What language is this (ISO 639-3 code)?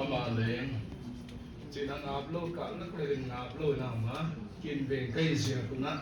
pck